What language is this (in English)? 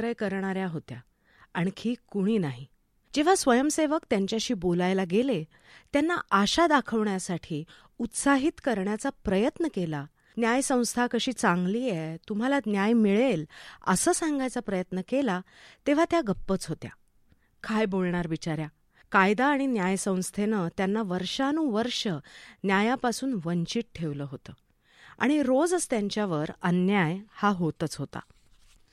Marathi